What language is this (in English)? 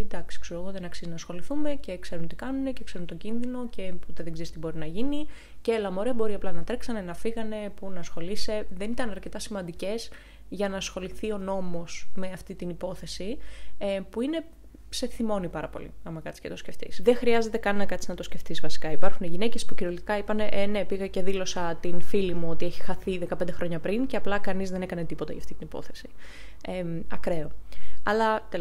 Greek